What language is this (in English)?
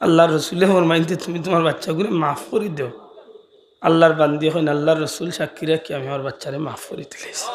Sylheti